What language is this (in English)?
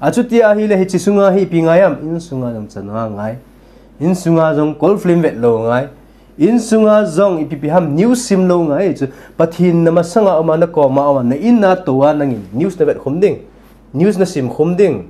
Thado Chin